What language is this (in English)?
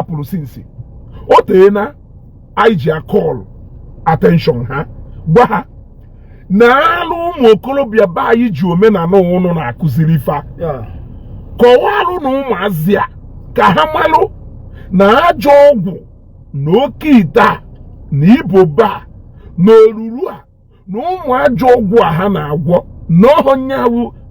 Igbo